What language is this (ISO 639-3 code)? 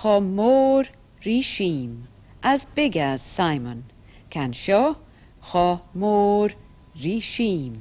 gla